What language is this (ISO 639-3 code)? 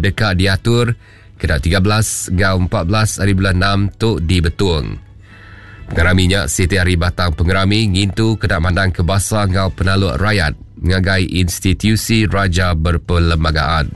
iba